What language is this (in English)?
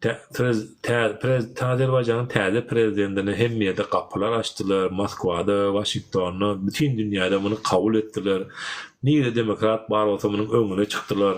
Turkmen